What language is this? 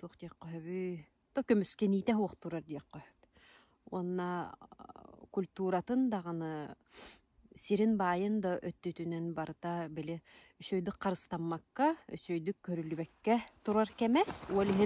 Yakut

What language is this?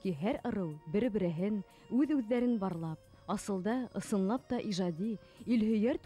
Bashkir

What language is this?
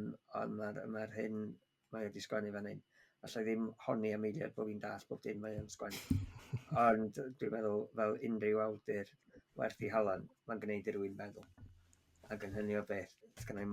Welsh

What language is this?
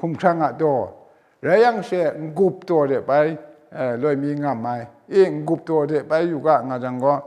Kachin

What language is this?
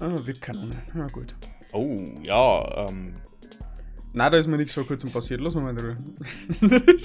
Bavarian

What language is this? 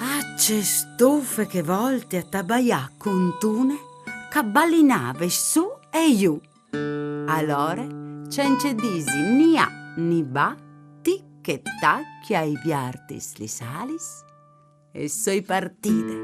Friulian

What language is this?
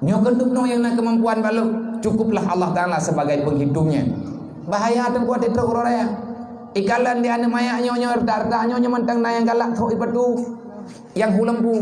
Achinese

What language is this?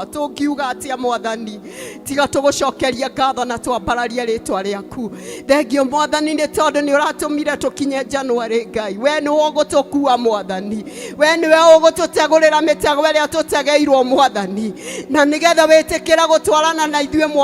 Kikuyu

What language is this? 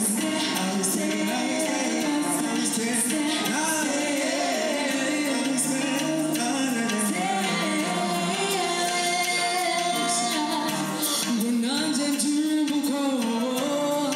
Kinyarwanda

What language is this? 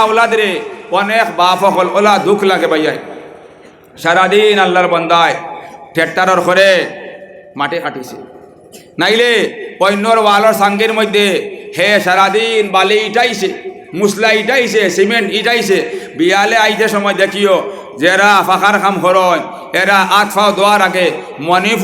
Sylheti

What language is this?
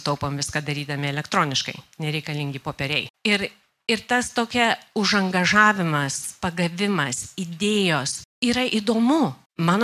Lithuanian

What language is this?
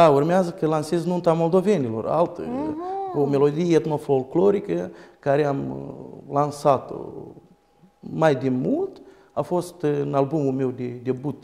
Romanian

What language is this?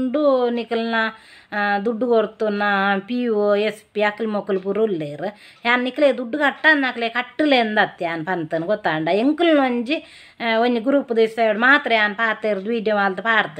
Tulu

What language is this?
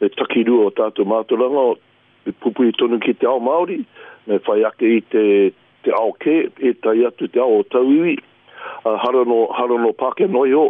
Māori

